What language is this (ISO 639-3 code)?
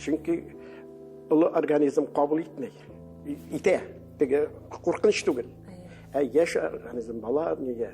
tat